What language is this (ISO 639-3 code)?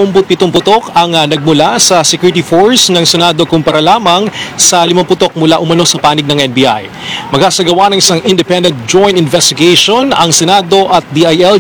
fil